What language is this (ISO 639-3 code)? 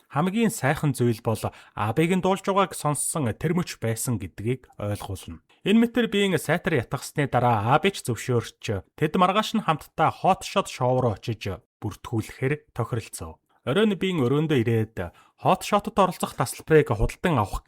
mon